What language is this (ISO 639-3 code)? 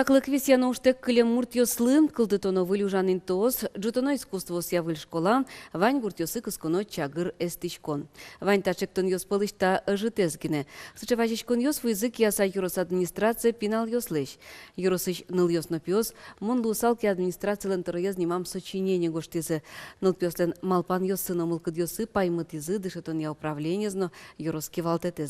udm